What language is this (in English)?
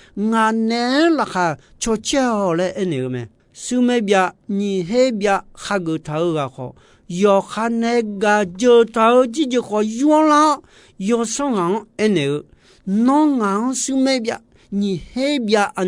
Akha